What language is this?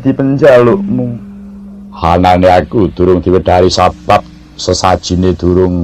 Javanese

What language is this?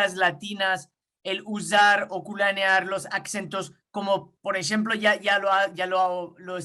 Ladino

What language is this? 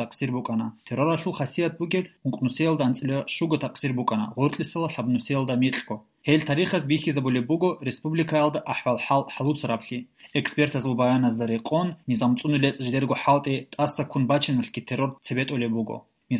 Avaric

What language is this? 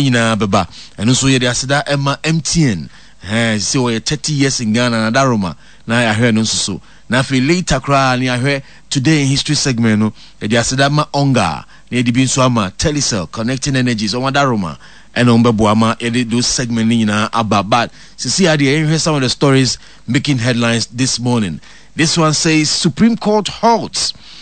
Akan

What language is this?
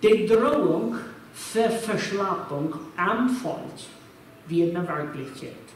Plautdietsch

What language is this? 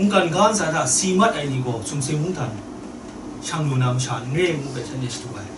Kachin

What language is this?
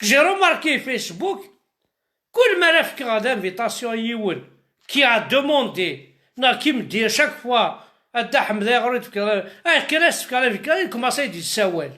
Kabyle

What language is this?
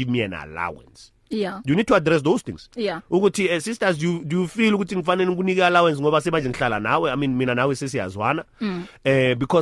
English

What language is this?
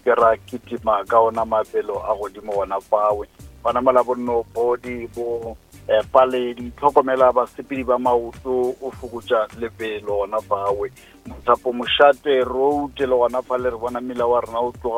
Northern Sotho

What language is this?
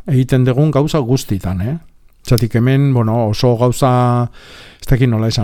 Basque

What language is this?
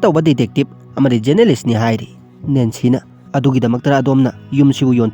Manipuri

